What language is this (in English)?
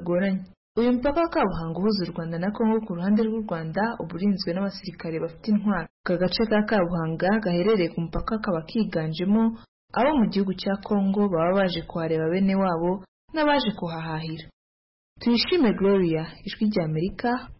Kinyarwanda